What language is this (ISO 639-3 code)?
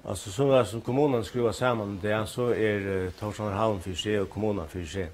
fao